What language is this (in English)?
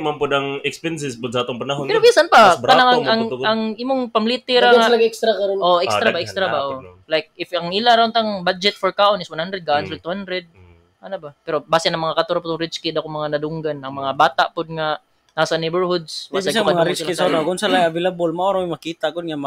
Cebuano